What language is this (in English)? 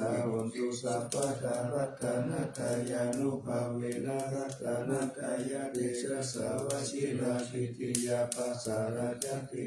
Pali